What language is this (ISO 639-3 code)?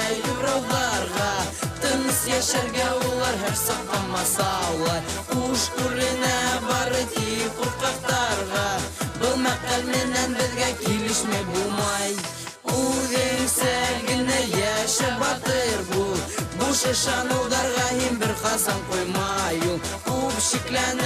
bak